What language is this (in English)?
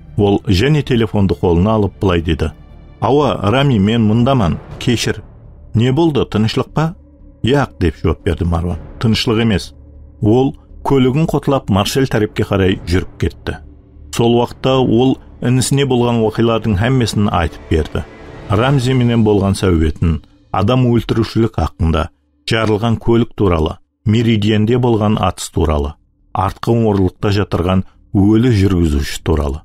Kara-Kalpak